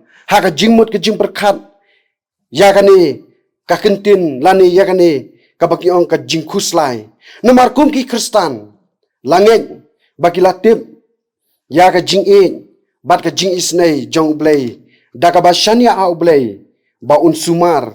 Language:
Khasi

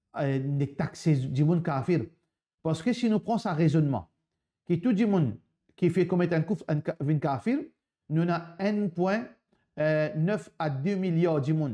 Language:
Morisyen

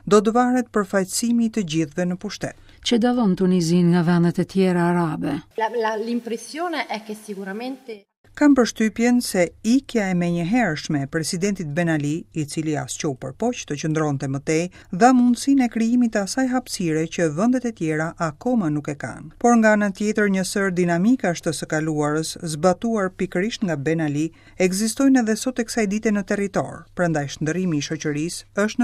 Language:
Albanian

